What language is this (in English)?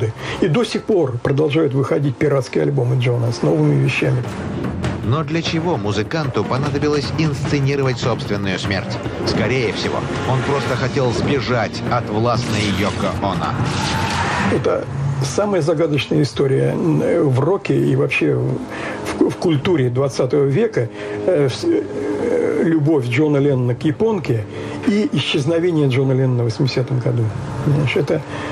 Russian